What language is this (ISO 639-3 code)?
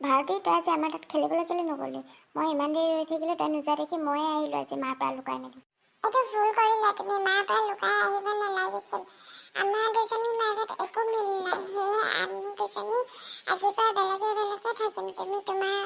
asm